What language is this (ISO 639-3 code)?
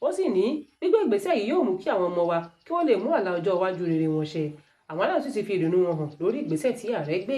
yor